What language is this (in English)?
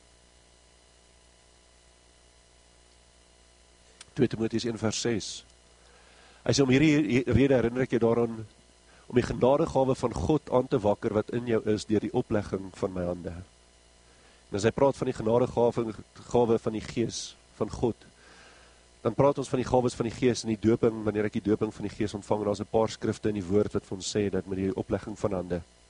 Afrikaans